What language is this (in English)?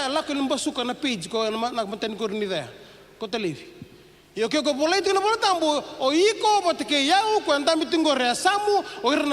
Fijian